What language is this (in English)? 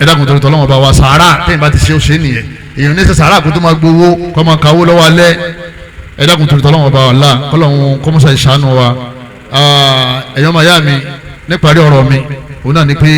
Yoruba